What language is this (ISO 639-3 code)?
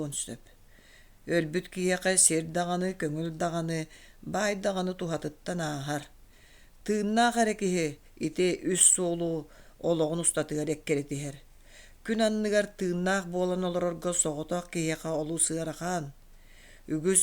sah